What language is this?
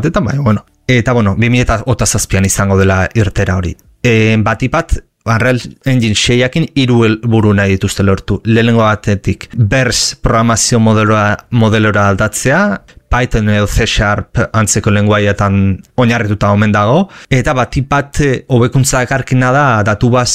Basque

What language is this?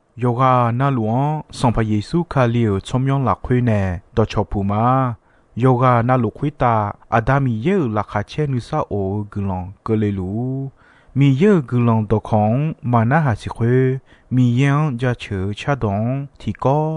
Akha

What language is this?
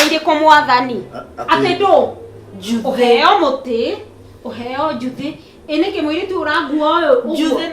Kikuyu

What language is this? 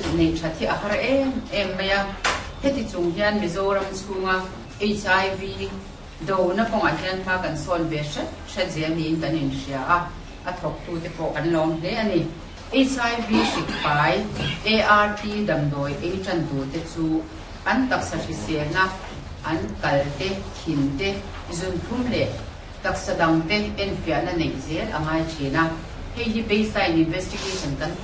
Mizo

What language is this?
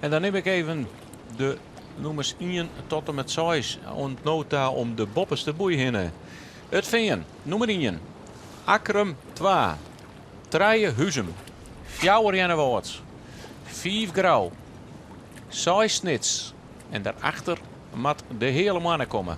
Western Frisian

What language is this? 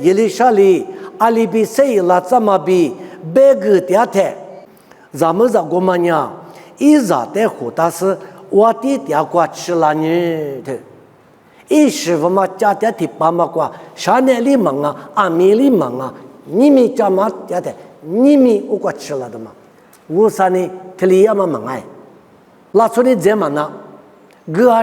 Lisu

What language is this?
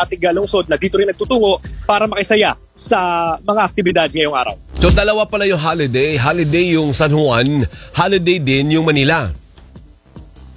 Filipino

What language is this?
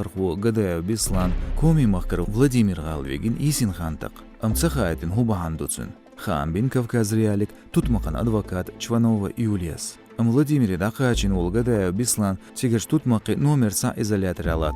Chechen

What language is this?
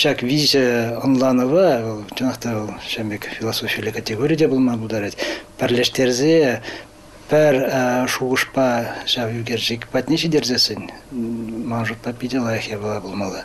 Chuvash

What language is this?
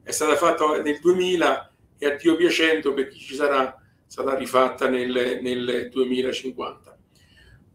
Italian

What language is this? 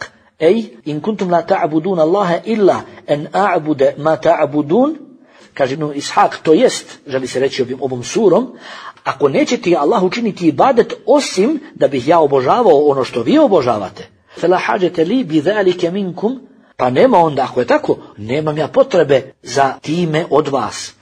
Bosnian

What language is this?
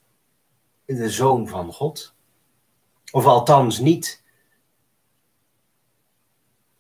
Dutch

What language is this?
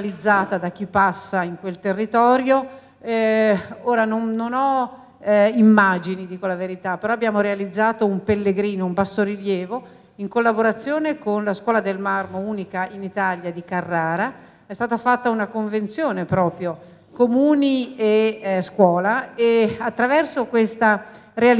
Italian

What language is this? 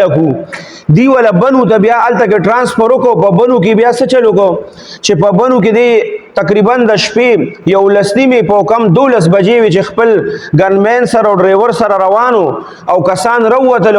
Pashto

